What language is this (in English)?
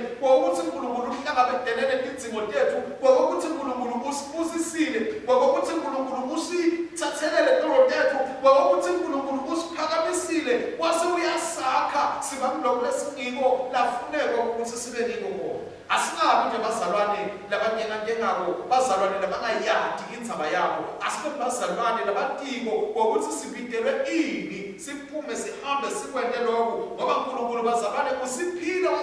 Swati